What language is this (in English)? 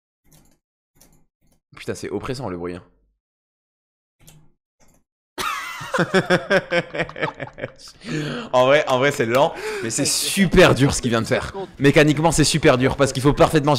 French